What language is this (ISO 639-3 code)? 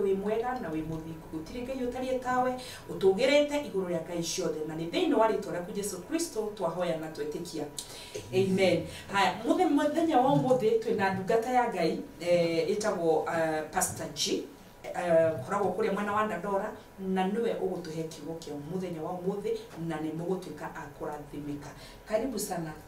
kik